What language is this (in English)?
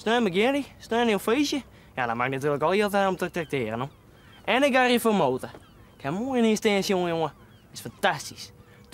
Western Frisian